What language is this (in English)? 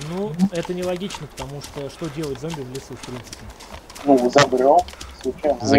Russian